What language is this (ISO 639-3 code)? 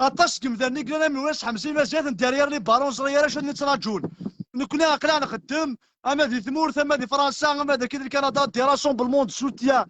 kab